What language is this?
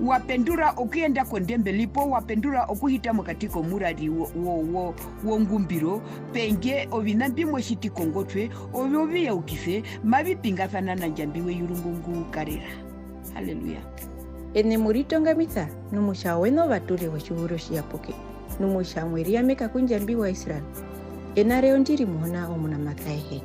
Herero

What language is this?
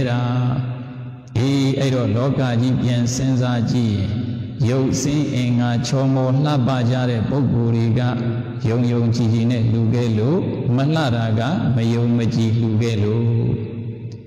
Burmese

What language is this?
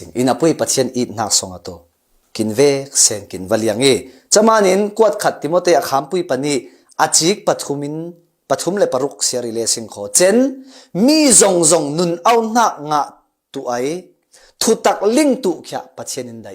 Falam Chin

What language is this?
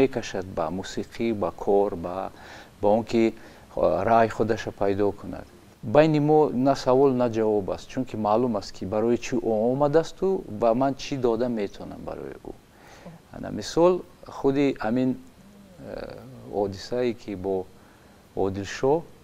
Tajik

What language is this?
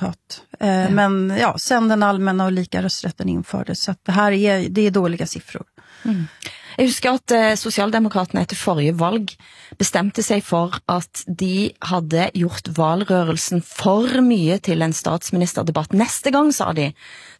Swedish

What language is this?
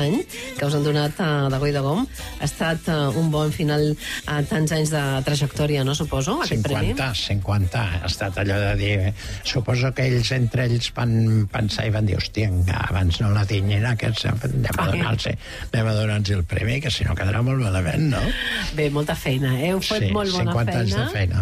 Catalan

